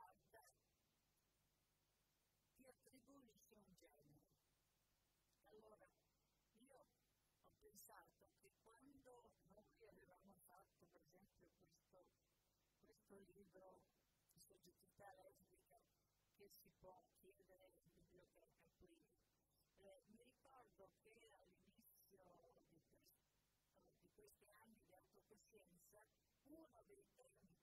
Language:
Italian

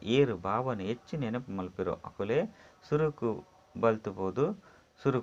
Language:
Tulu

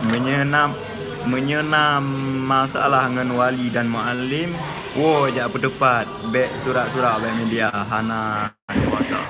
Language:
Achinese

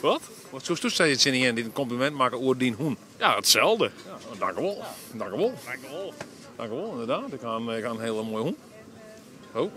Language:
Western Frisian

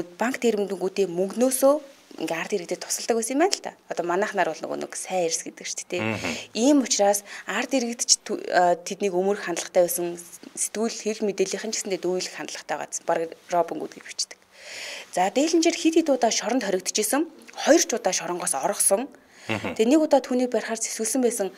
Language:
Mongolian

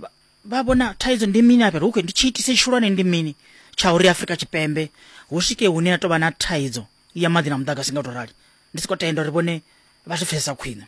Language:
Venda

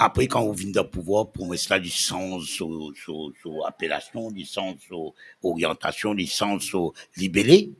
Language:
Morisyen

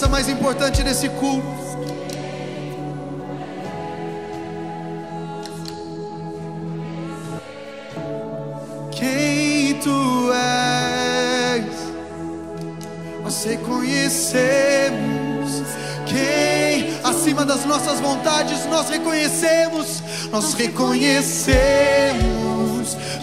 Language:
Portuguese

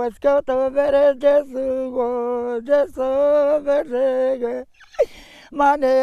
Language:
Zaza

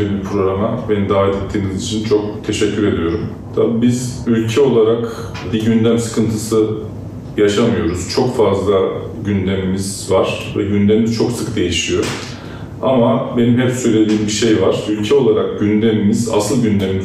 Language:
Turkish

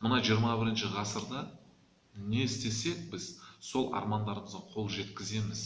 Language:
Kazakh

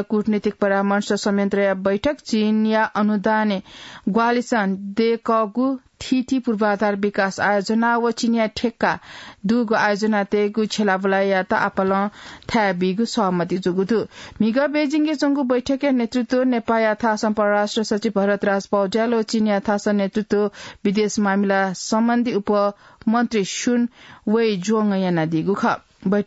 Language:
Newari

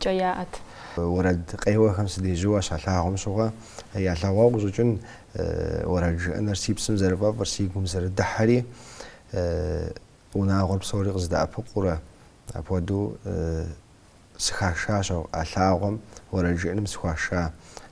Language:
Kabardian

